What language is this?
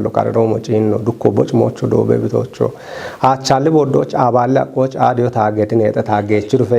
Kafa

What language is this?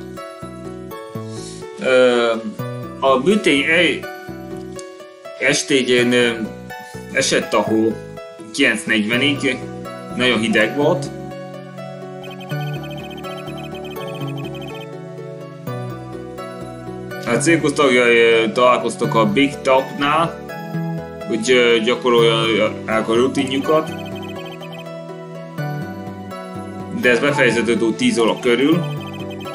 Hungarian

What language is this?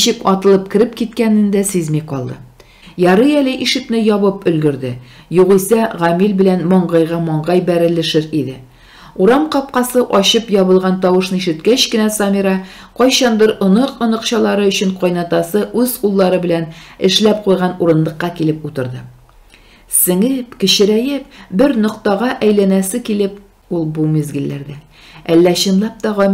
Tatar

